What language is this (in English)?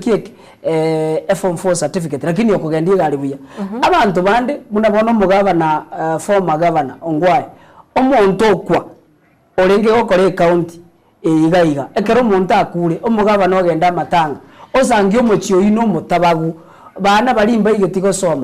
Gusii